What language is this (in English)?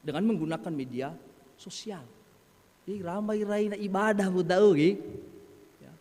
Nias